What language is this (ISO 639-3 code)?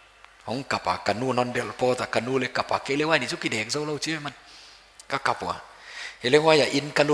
pck